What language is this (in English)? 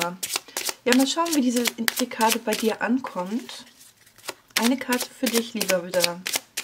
German